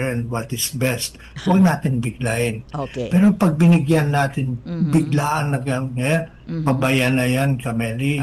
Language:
Filipino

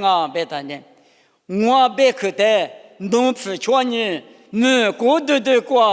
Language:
Lisu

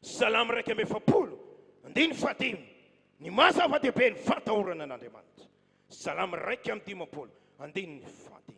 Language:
Malagasy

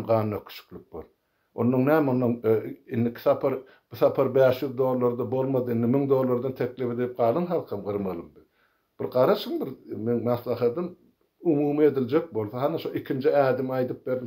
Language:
Turkmen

